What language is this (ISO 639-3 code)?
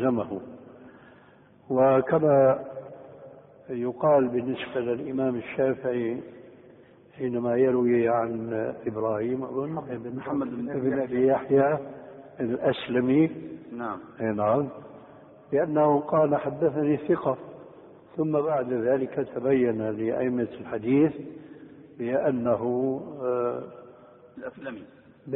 ara